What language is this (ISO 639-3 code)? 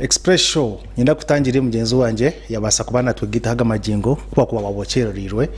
nyn